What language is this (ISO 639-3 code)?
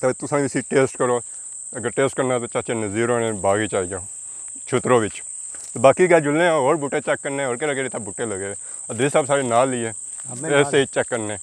phr